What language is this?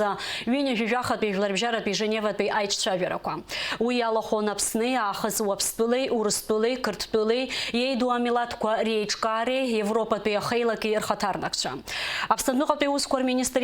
Abkhazian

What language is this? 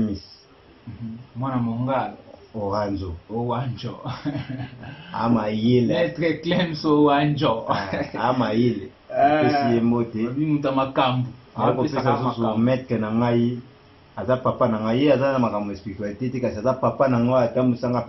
Lingala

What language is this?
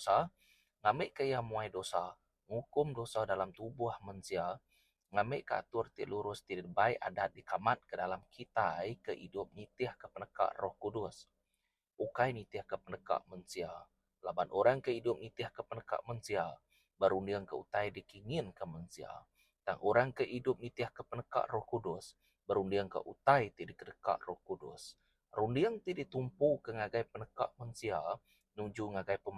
Iban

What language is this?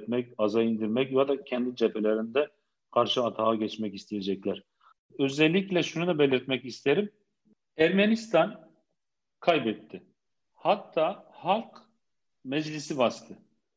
Turkish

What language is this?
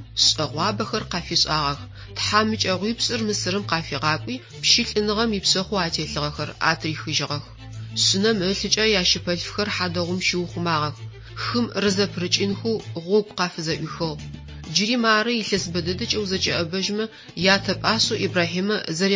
Adyghe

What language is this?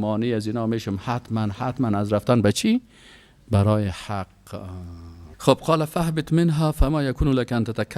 Persian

